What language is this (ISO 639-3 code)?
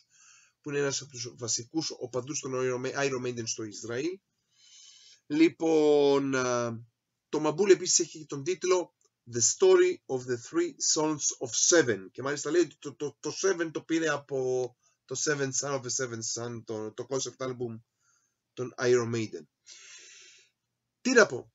ell